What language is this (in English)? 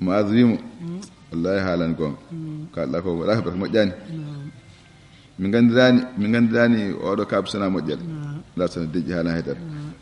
Fula